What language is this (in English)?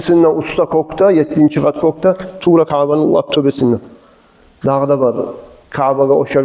Kumyk